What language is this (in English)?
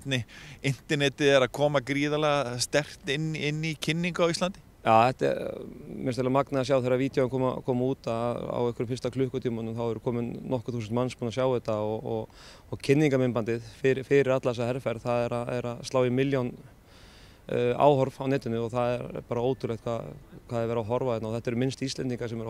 Icelandic